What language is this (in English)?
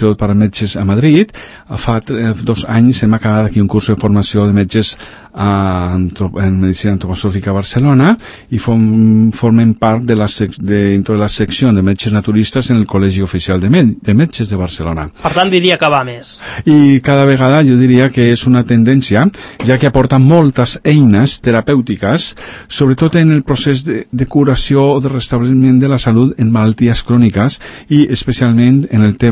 Catalan